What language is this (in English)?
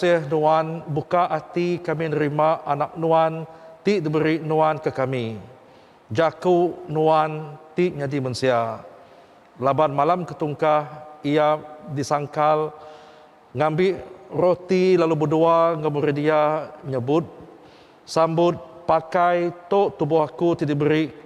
Iban